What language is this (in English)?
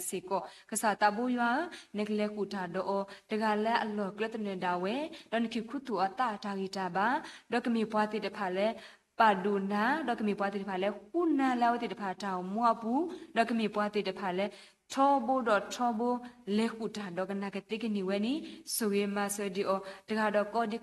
S'gaw Karen